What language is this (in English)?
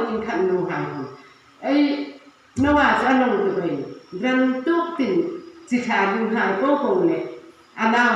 Hmar